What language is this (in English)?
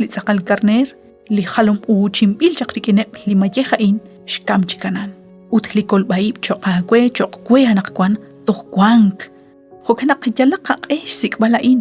Kekchí